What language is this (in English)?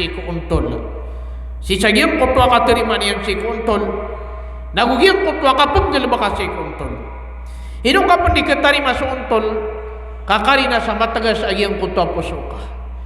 Maranao